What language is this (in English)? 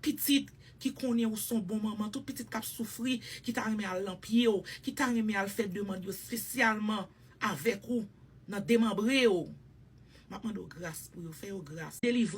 Haitian Creole